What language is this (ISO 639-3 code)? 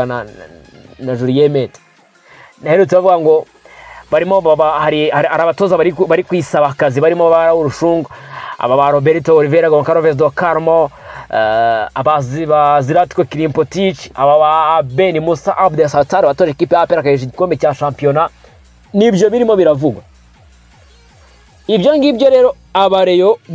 kin